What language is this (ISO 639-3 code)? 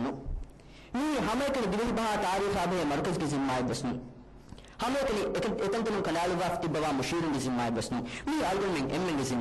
div